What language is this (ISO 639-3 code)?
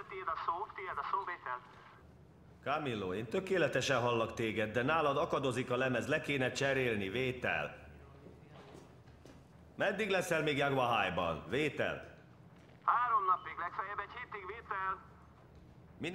hun